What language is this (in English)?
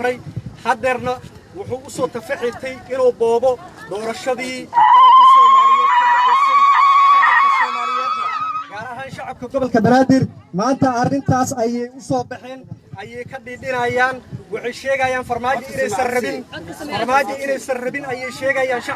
Somali